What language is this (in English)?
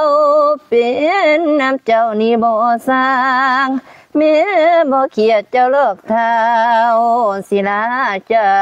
Lao